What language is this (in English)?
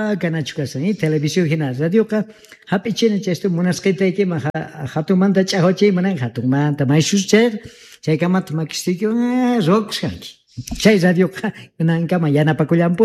Quechua